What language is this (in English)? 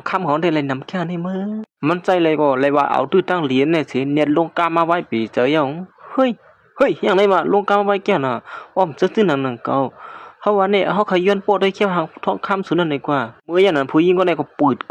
Shan